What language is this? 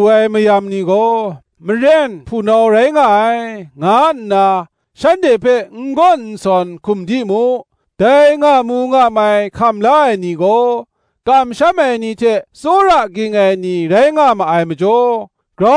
Kachin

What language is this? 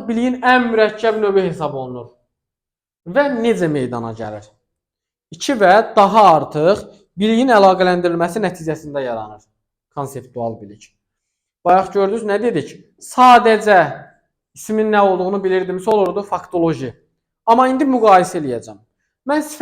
Azerbaijani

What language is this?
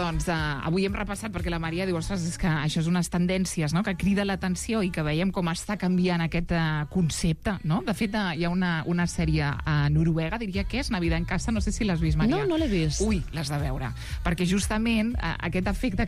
Catalan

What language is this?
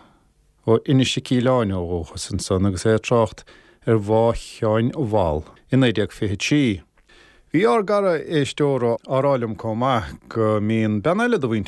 Irish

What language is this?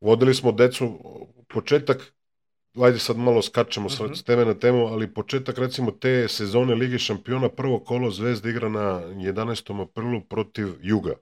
Serbian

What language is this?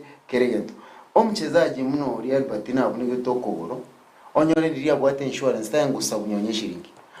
Gusii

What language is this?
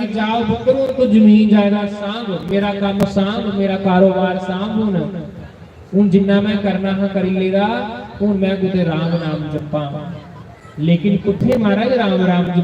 Dogri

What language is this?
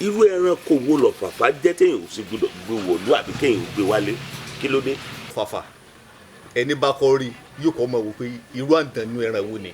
Yoruba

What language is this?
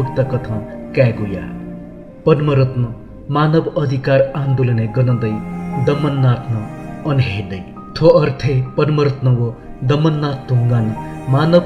Newari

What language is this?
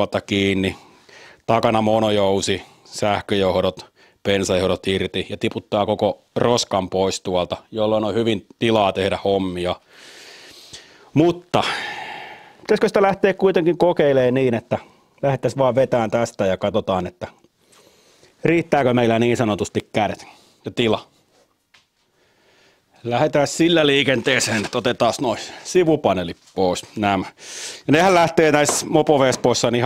Finnish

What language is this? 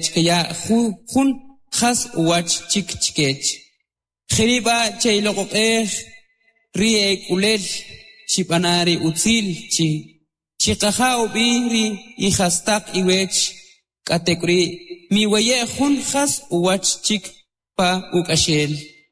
Kʼicheʼ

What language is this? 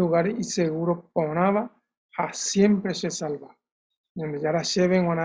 Guarani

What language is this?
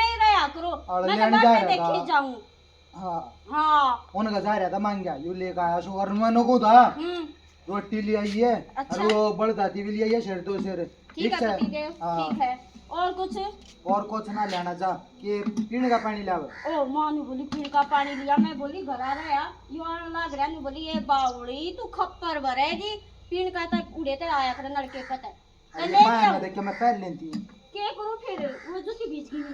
Haryanvi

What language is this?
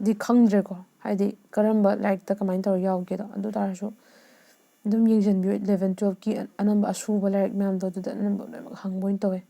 Manipuri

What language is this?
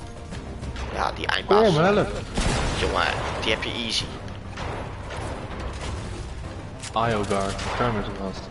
Dutch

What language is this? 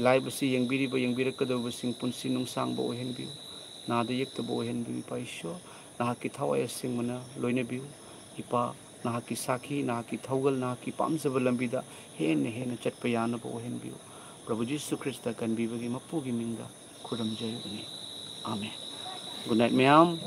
Manipuri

